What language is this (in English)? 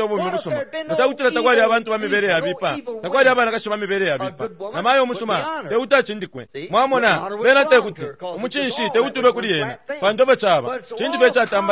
Bemba